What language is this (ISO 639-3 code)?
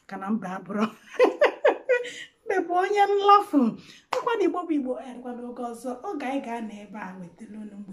ibo